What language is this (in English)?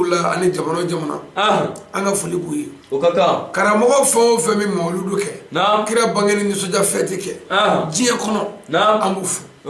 Bambara